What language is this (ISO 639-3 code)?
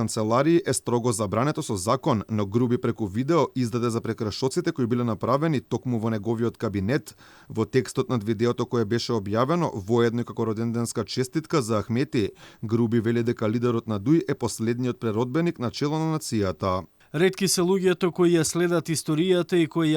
mkd